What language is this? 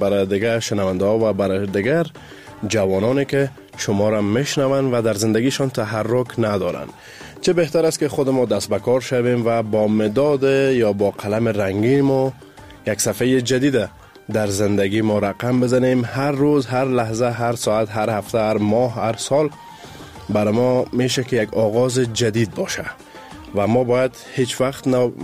Persian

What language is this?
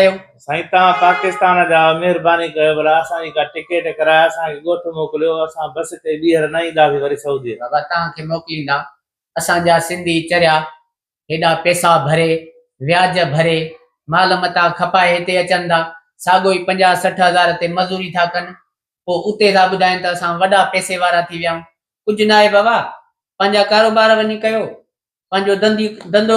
Sindhi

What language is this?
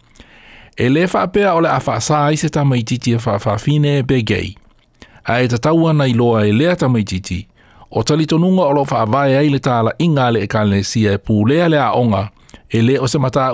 Samoan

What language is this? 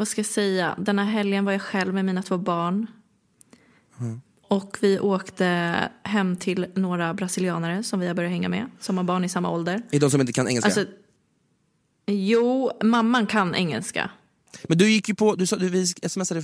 Swedish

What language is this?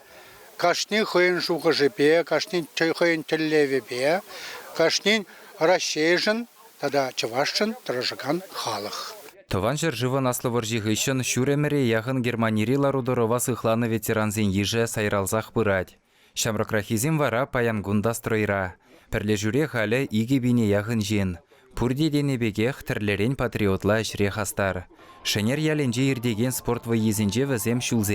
Chuvash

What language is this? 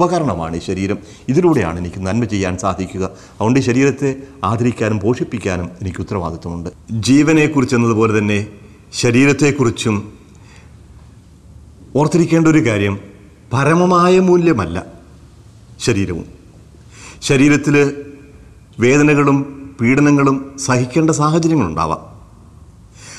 Malayalam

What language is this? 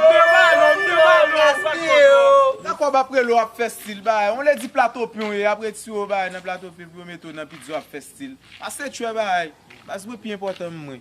Haitian Creole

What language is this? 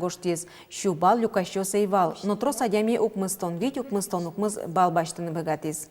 Udmurt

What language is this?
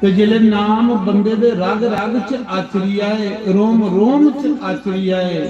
Dogri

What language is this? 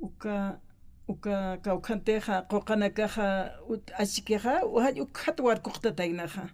Aymara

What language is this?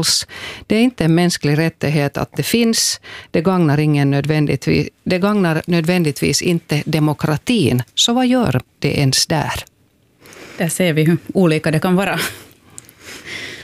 Swedish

